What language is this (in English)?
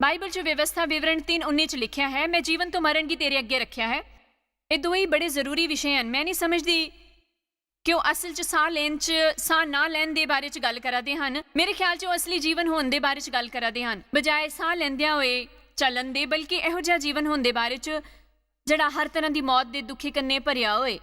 Dogri